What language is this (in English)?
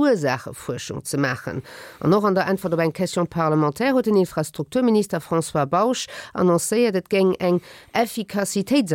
Luxembourgish